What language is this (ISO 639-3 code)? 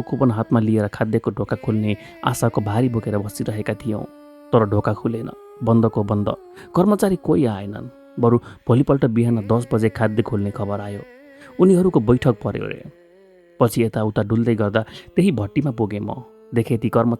nep